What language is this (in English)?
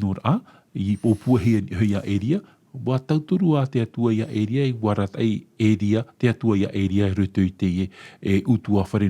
Tahitian